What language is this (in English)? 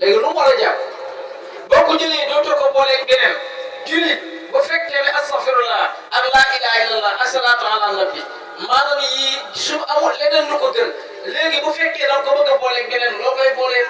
Wolof